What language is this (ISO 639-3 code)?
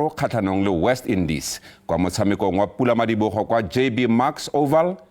tsn